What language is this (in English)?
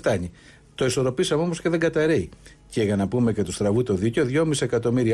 Greek